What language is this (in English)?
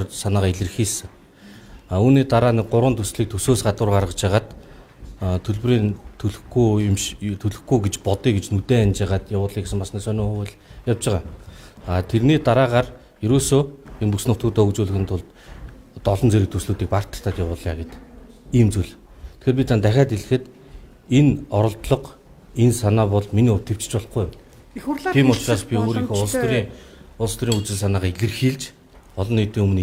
Mongolian